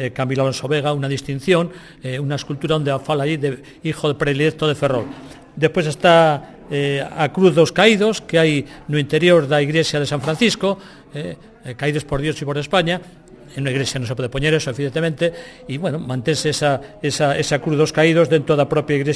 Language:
Galician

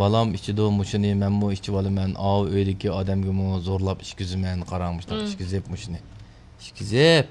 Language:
Uyghur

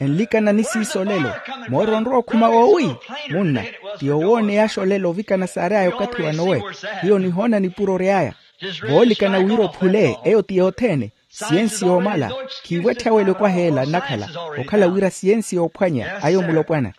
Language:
Makhuwa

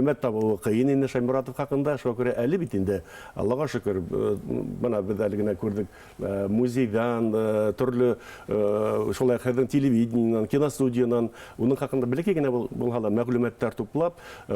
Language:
Bashkir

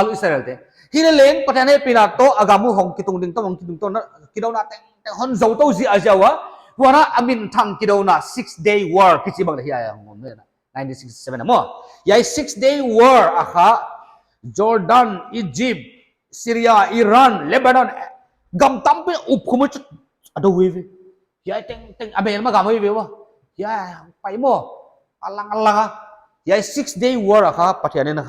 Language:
Paite Chin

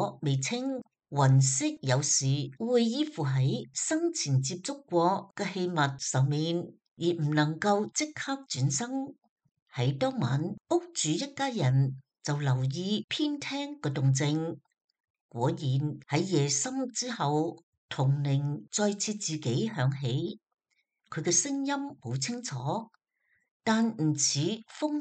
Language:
Cantonese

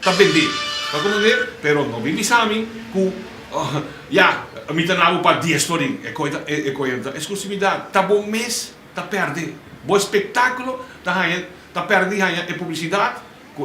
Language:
Papiamento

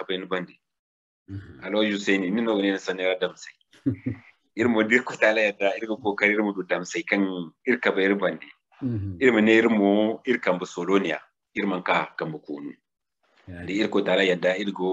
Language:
Zarma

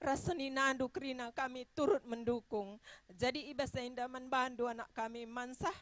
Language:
Batak Karo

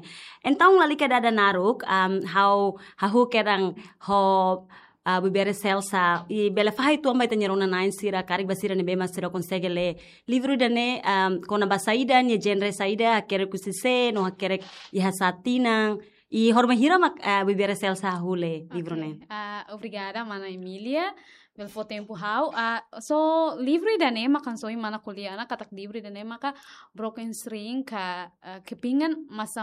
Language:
Tetum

